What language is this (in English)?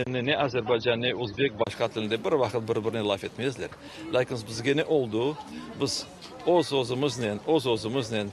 Crimean Tatar